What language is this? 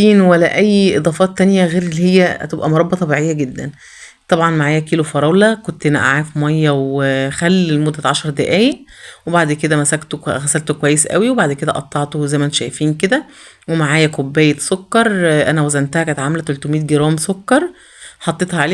Egyptian Arabic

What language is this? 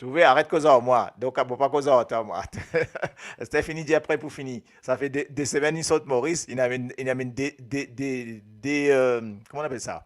Morisyen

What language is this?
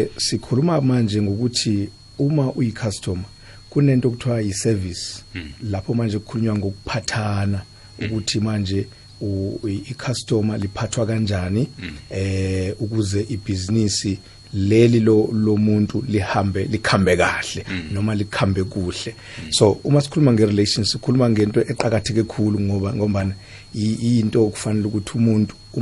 South Ndebele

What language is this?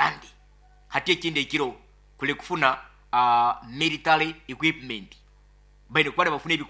Nyoro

